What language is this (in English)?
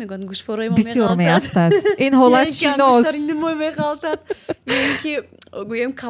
Tajik